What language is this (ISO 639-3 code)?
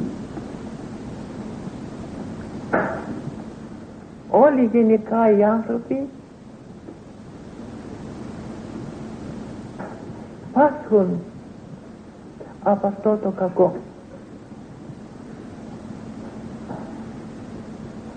ell